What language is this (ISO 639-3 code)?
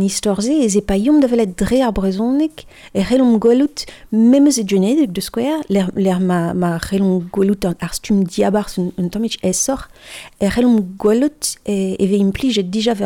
bre